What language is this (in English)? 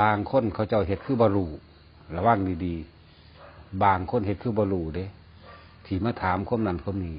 Northeastern Thai